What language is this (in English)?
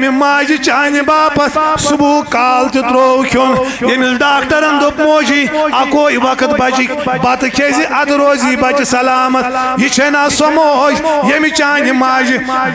Kashmiri